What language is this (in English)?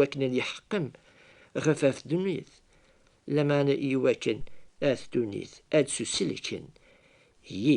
Kabyle